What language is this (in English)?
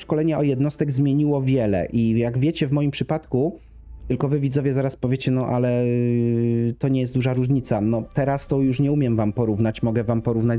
Polish